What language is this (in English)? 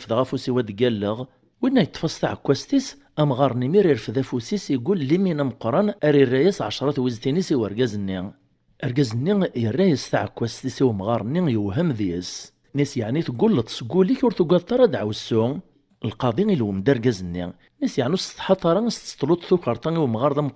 Kabyle